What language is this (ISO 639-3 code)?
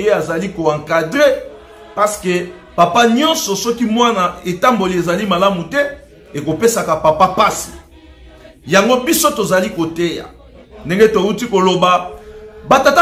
lin